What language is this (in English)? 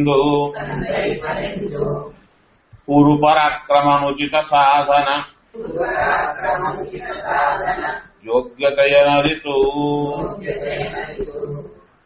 Kannada